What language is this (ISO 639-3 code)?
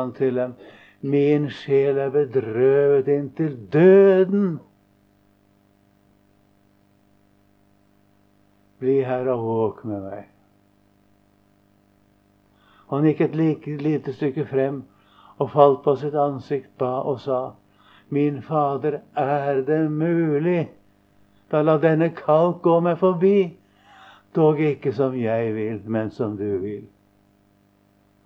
nor